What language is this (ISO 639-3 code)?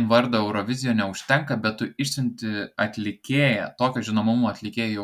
lit